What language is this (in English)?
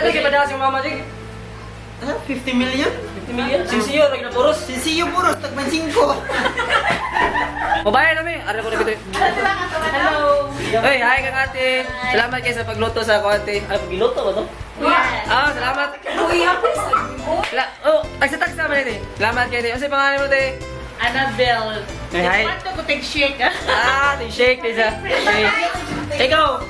Cebuano